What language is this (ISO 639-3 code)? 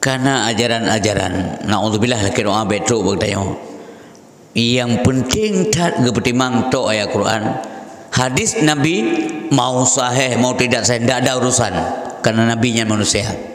ace